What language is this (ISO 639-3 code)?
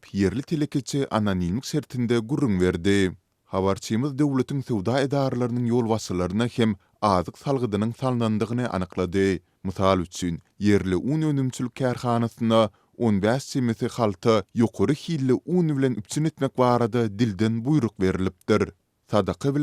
tuk